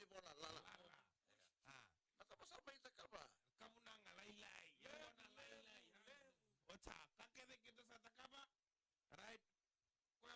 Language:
Fijian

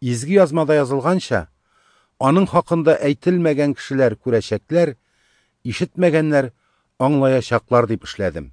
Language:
Tatar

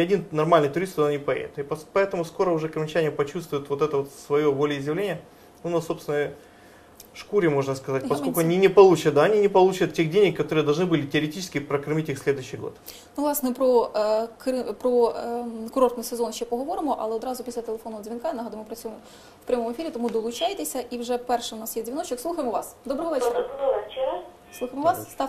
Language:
Ukrainian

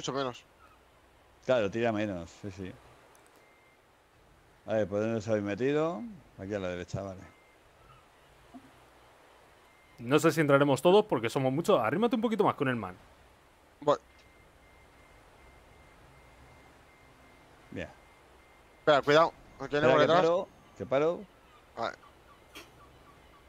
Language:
Spanish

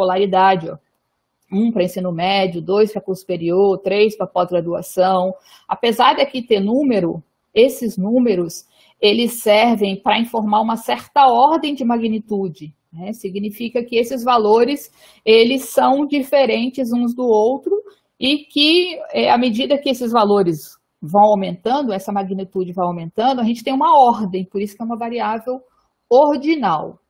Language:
Portuguese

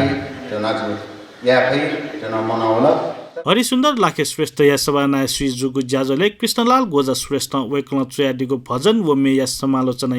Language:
Newari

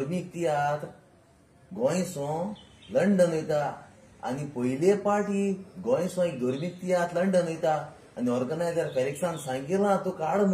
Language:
Konkani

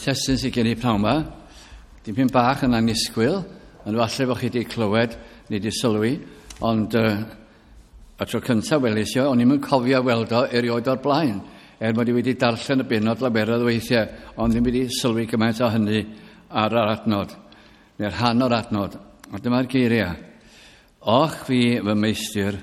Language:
Welsh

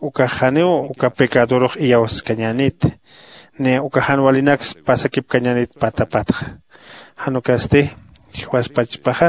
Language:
Aymara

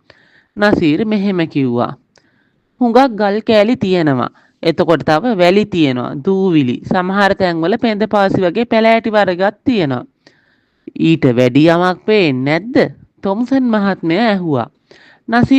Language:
Sinhala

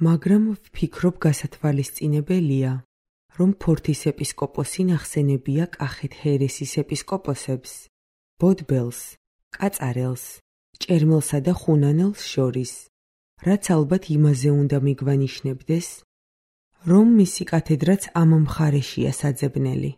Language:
Georgian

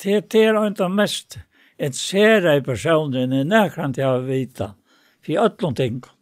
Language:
Faroese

